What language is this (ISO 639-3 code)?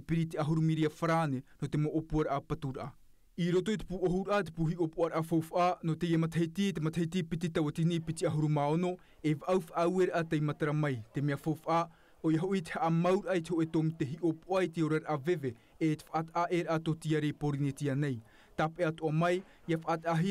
tah